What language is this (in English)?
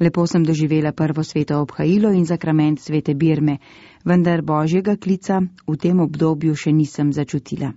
Slovenian